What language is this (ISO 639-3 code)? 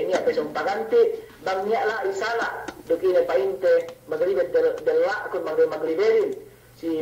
yka